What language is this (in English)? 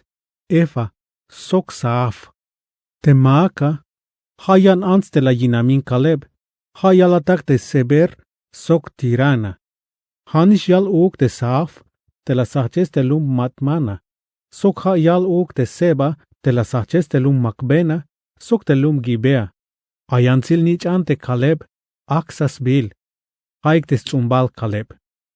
Tzeltal